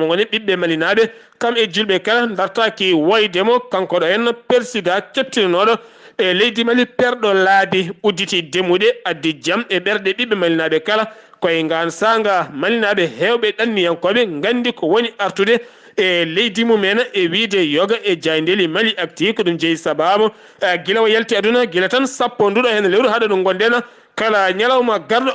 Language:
Fula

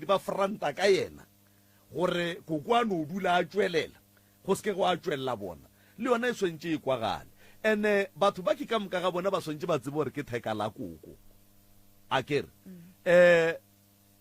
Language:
Northern Sotho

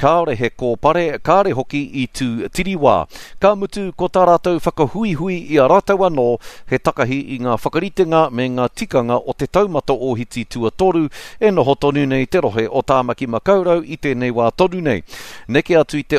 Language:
Māori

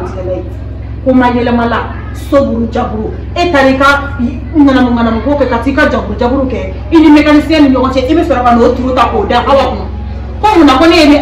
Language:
Bambara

